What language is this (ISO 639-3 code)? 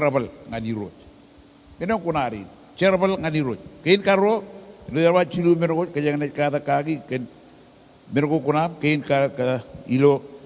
mah